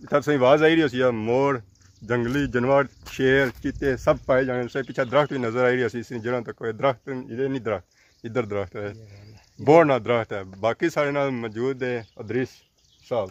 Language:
Pahari-Potwari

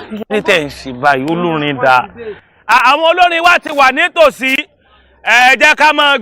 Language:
Yoruba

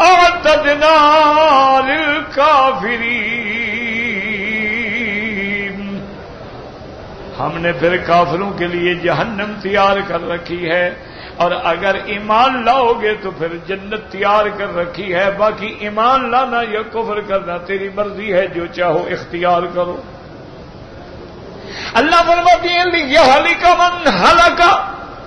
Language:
Urdu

